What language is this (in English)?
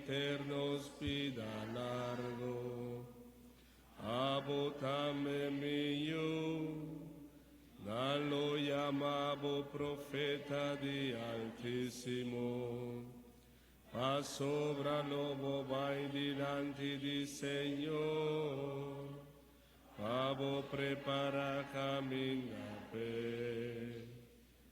Papiamento